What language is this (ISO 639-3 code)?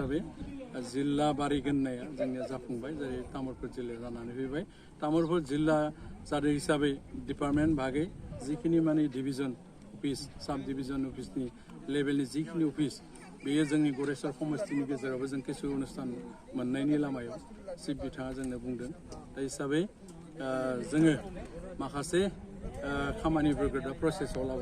brx